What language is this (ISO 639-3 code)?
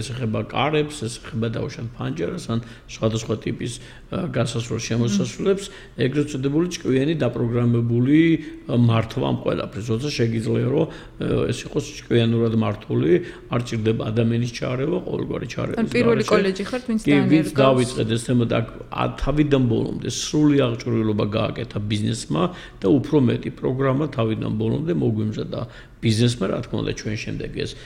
kat